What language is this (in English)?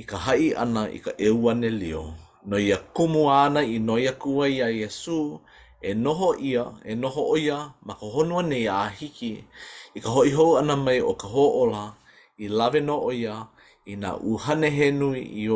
Hawaiian